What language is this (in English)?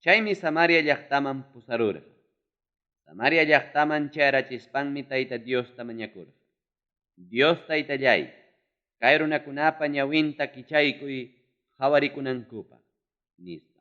Ayacucho Quechua